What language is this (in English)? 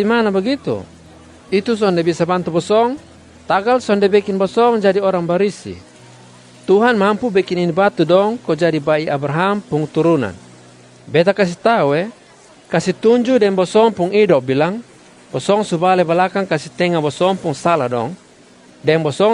Kupang Malay